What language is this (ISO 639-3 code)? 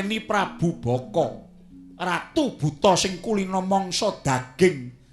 jav